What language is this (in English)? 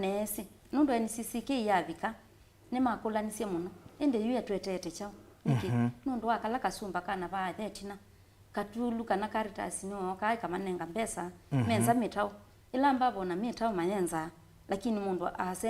Kamba